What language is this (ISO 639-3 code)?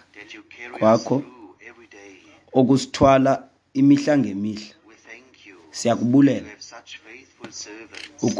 xho